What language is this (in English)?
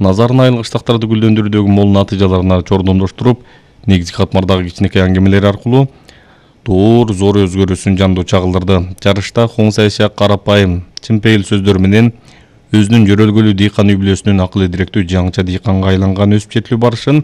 Kyrgyz